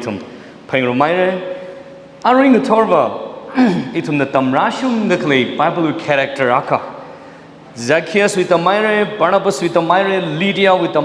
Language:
Tangkhul Naga (India)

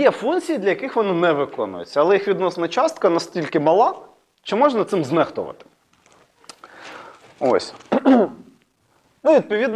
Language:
Ukrainian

